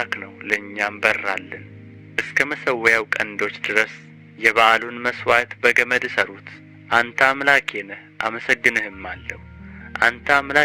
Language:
Amharic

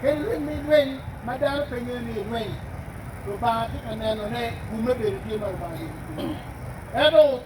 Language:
Acoli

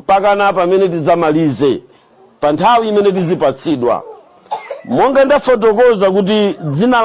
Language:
Nyanja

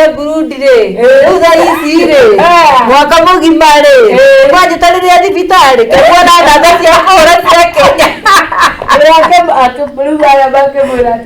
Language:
Kikuyu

